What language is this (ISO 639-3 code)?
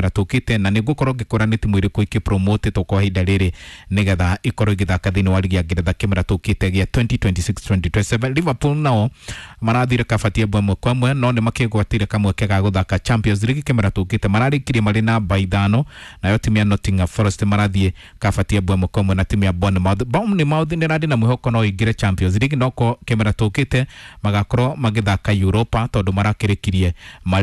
kik